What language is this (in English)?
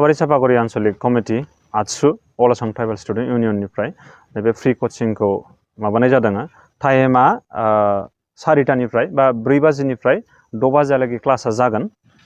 Bodo